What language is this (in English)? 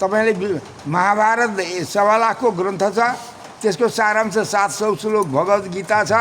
Nepali